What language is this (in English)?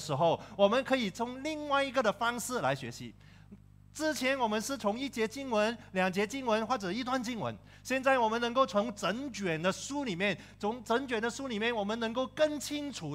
Chinese